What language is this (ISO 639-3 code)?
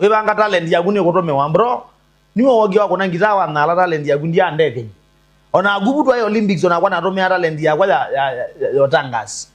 kam